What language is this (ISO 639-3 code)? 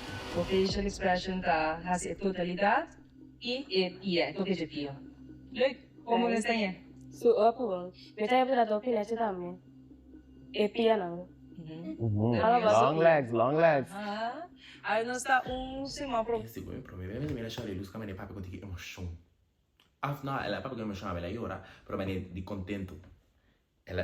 pap